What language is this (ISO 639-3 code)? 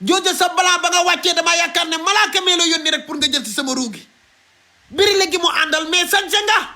wol